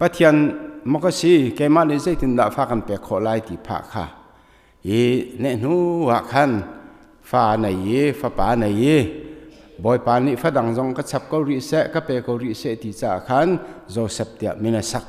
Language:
Hakha Chin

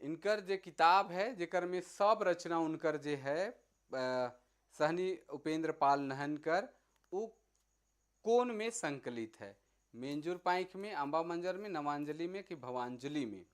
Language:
Sadri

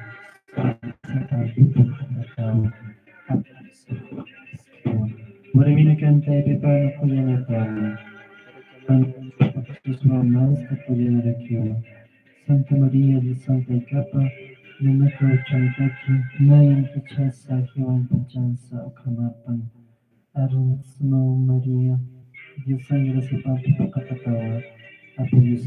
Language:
Aymara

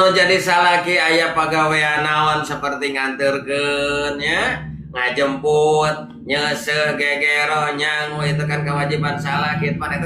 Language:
Sundanese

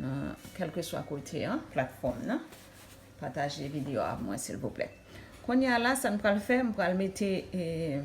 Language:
Haitian Creole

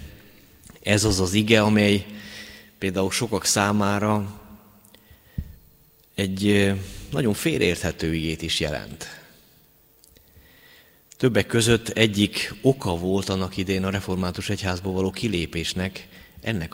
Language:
Hungarian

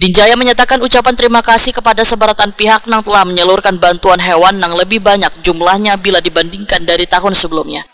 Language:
Banjar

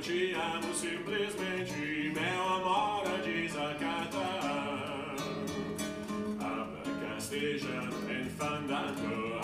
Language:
Russian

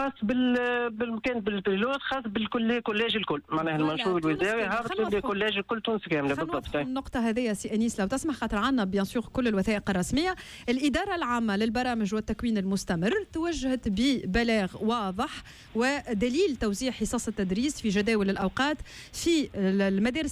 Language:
Tunisian Arabic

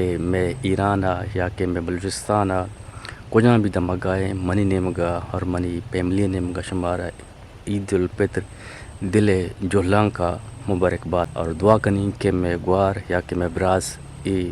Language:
Eastern Balochi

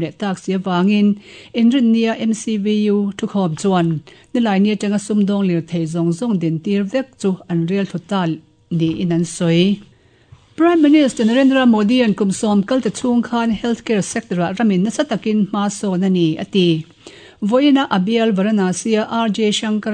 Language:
Mizo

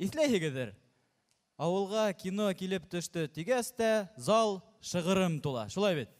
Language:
Bashkir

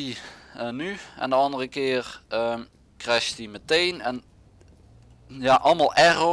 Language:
Dutch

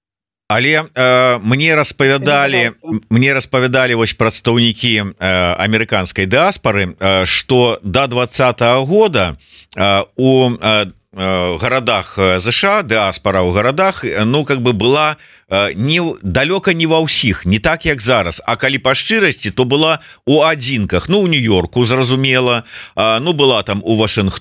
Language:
Belarusian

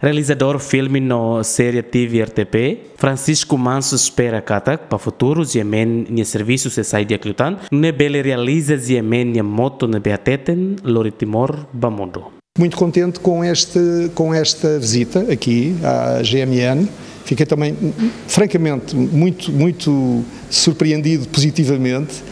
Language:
Tetum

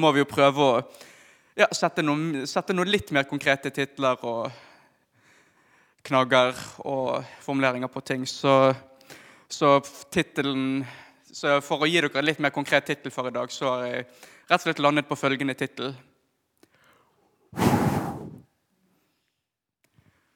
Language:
Norwegian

